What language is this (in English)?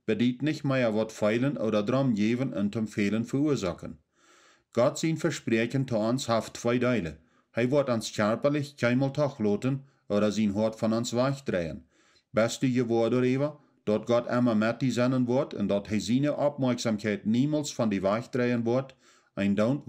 Plautdietsch